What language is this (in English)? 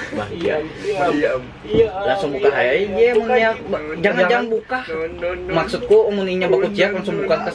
Banjar